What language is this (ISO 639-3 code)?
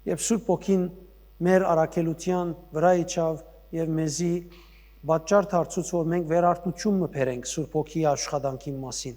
hyw